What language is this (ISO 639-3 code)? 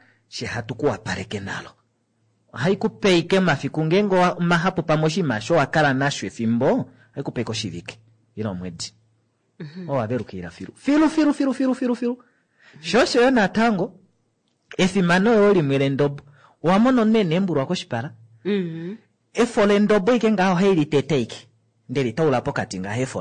kua